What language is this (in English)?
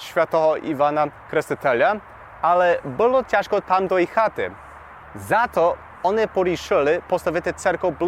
Rusyn